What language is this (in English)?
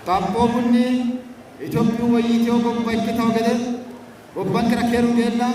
Sidamo